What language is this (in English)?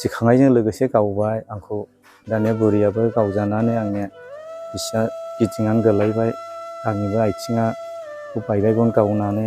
Bodo